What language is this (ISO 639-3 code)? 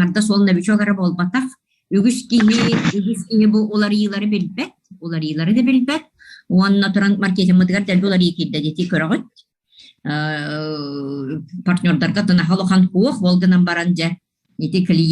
sah